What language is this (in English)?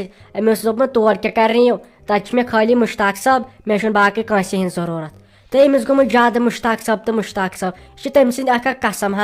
Kashmiri